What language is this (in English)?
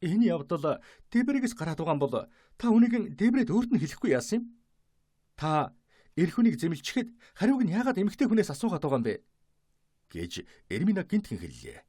Mongolian